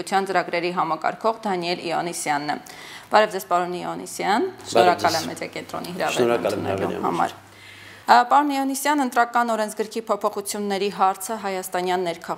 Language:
Armenian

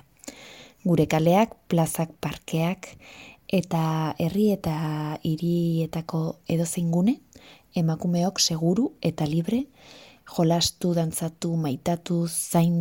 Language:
Basque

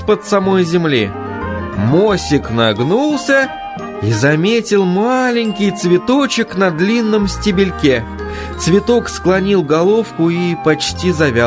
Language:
Russian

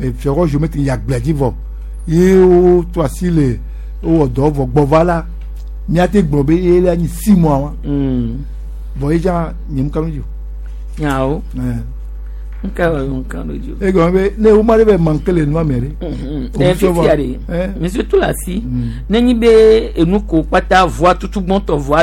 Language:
Gen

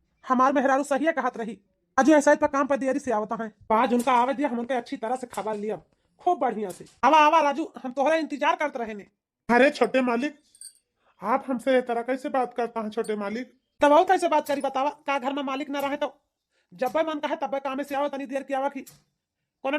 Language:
Awadhi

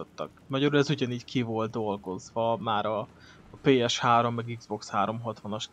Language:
Hungarian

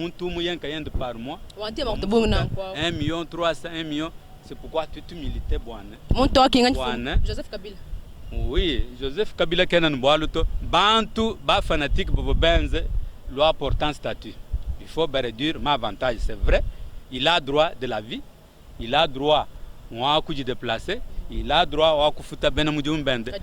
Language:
Luba-Lulua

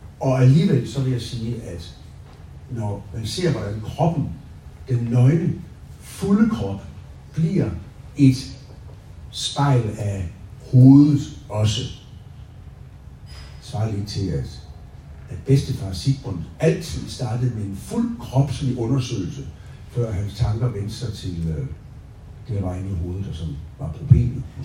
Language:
Danish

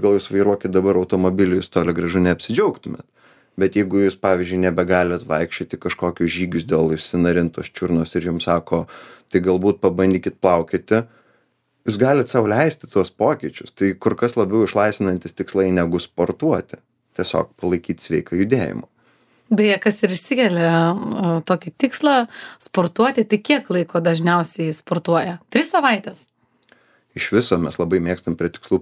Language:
Lithuanian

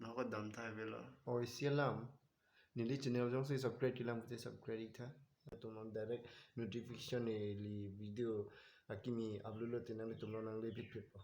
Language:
Karbi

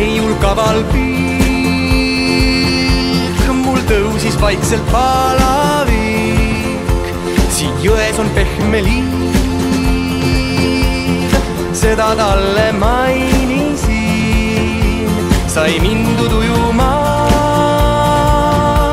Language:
Estonian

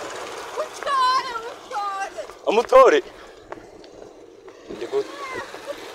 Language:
Kinyarwanda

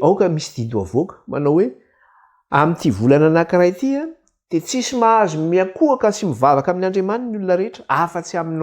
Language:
Malagasy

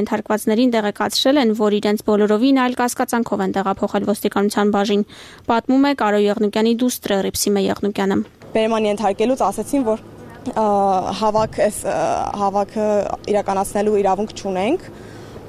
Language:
Armenian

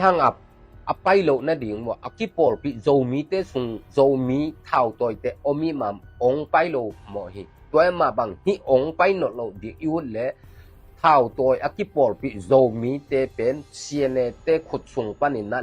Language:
Tedim Chin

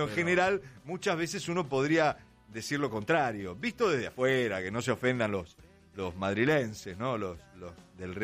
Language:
Spanish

